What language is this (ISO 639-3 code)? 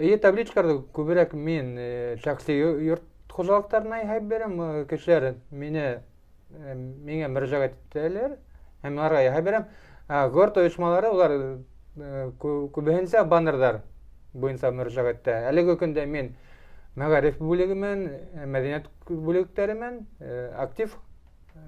bak